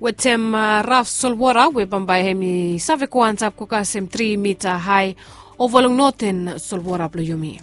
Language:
Bislama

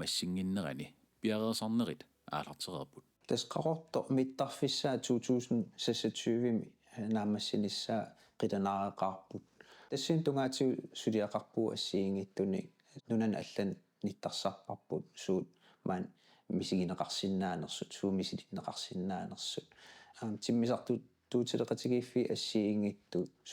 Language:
Kalaallisut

